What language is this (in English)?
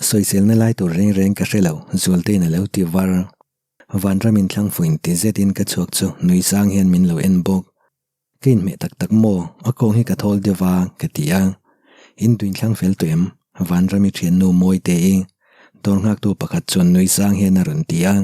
Mizo